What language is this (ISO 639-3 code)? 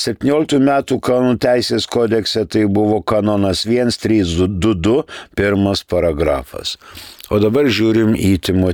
lit